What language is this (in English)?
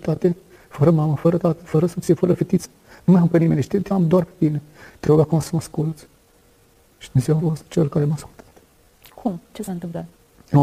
Romanian